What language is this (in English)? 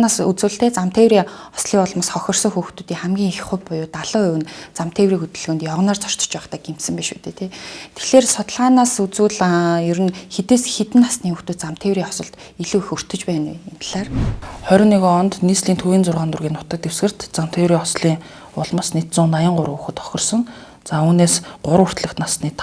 Mongolian